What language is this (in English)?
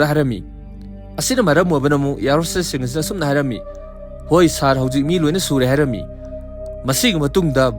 Manipuri